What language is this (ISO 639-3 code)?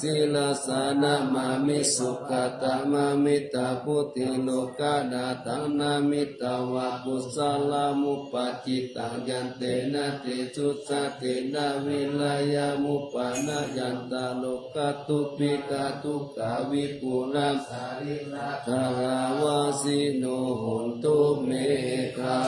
pli